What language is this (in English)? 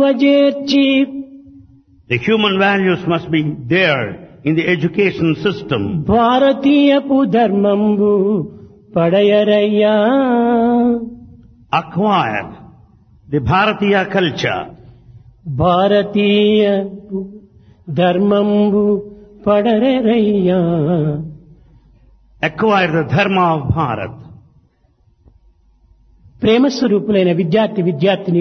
Telugu